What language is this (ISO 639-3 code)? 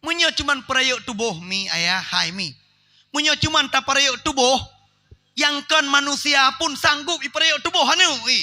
ace